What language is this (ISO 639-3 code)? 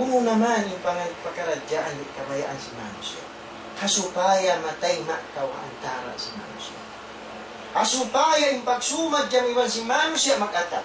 tsg